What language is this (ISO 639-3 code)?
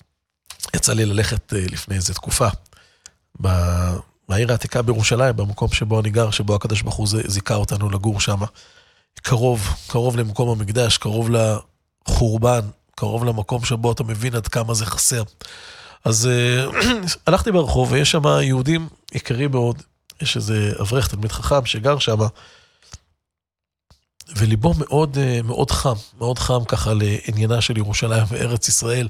heb